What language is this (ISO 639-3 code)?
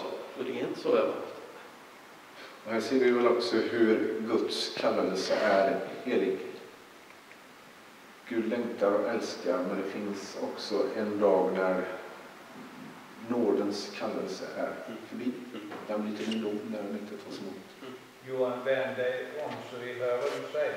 swe